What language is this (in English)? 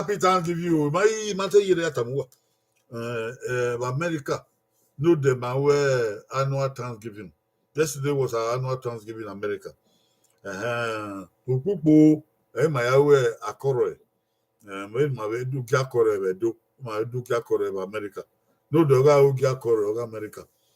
Bini